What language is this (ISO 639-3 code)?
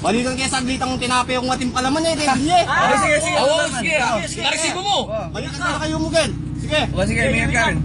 pam